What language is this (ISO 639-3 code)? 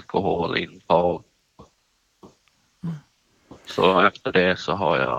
swe